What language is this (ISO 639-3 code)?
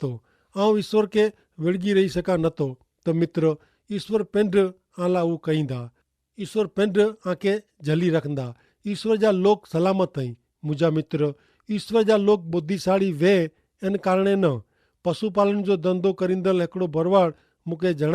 kfr